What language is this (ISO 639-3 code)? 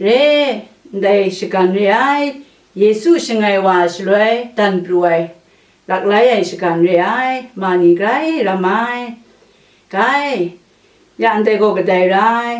kac